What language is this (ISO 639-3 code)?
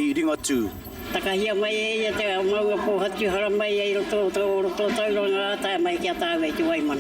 mri